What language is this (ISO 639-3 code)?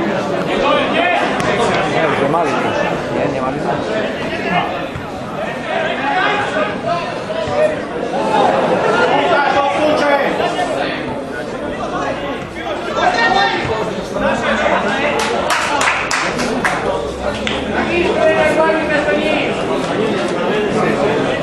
slk